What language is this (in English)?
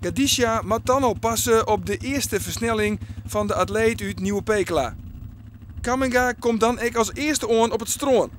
Western Frisian